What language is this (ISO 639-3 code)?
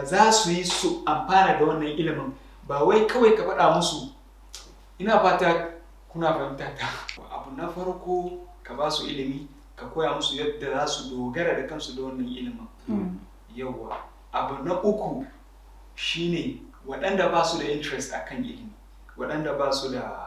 hau